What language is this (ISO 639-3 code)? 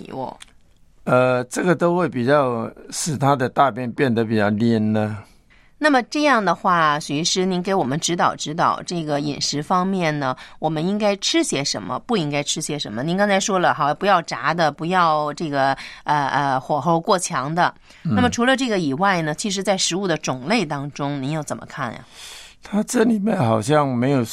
zho